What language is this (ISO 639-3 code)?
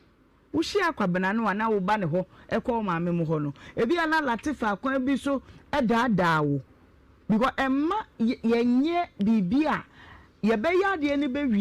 aka